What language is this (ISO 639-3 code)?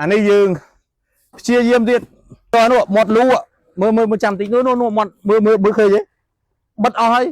khm